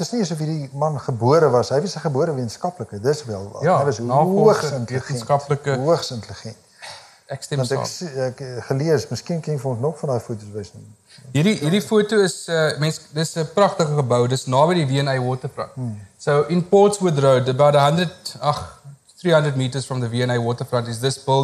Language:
Afrikaans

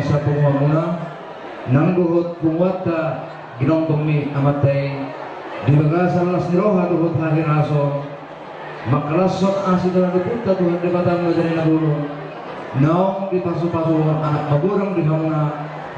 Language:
Batak Toba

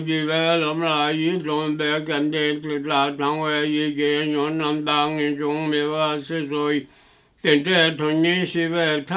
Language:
Tibetan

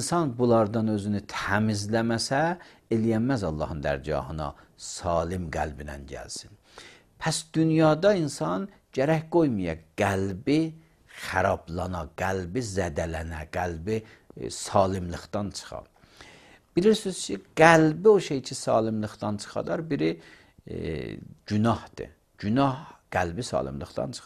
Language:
Azerbaijani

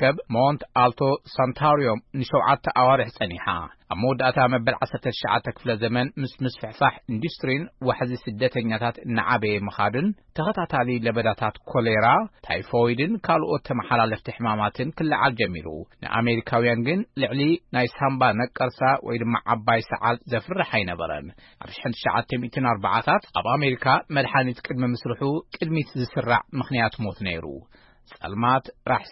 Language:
Tigrinya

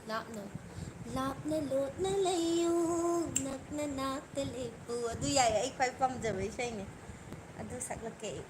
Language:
Manipuri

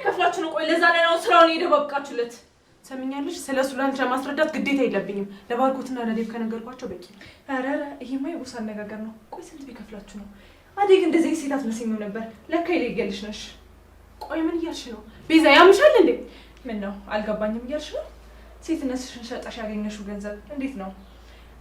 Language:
Amharic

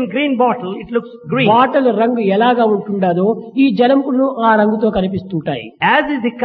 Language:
Telugu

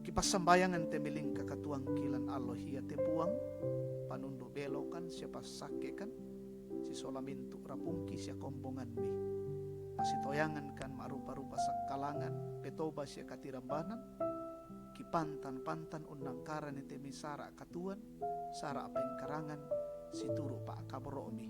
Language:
Toraja-Sa'dan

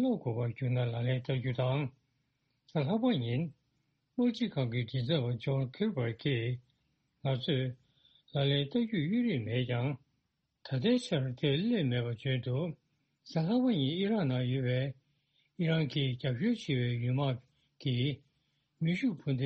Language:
Tibetan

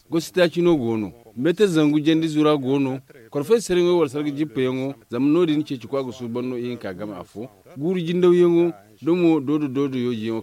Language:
Zarma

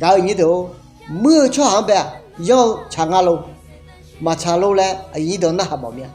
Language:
Akha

